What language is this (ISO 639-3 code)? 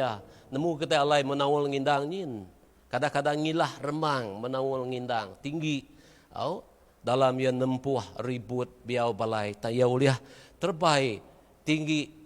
iba